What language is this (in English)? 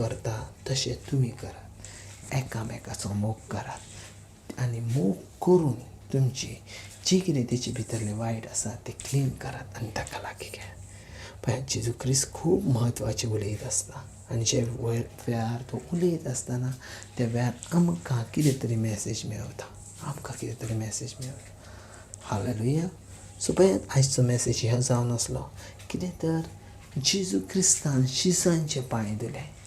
Konkani